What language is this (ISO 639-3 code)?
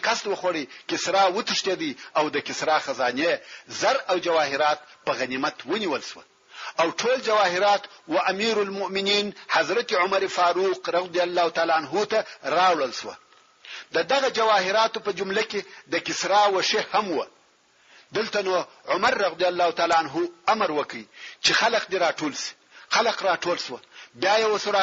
pus